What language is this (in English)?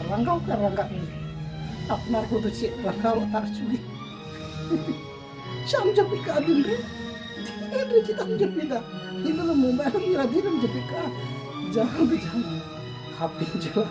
Santali